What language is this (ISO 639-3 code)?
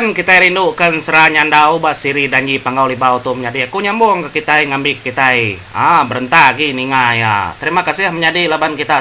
iba